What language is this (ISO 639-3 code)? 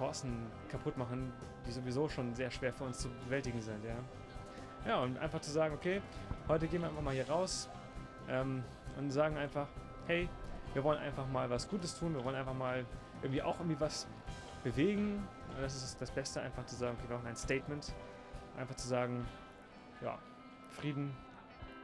gsw